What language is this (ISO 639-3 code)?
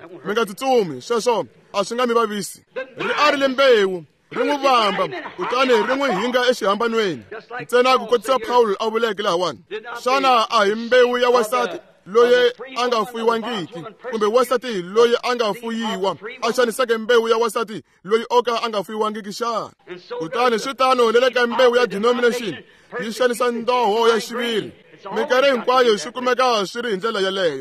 tso